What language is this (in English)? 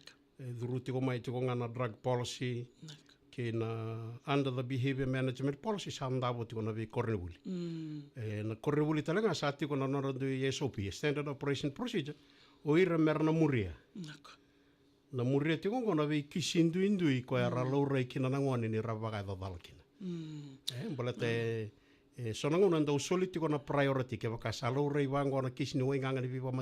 Fijian